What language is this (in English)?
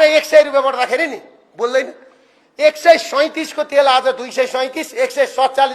Nepali